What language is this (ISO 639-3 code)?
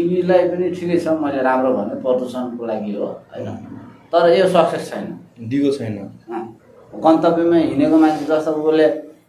nep